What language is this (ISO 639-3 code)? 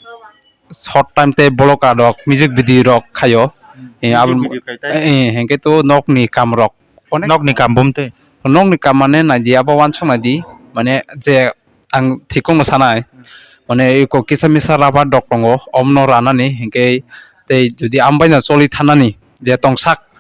trp